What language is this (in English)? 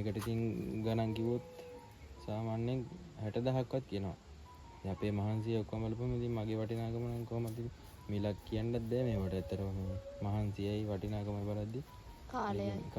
Sinhala